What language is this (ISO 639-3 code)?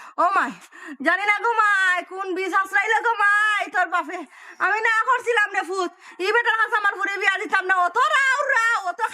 syl